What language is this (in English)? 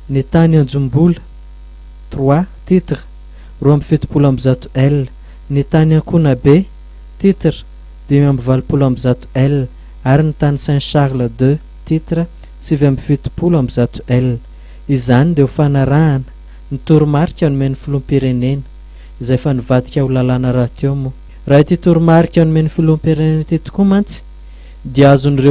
Malagasy